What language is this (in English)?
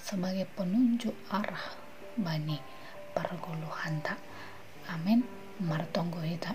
Batak Simalungun